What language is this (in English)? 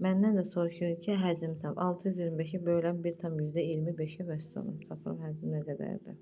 Azerbaijani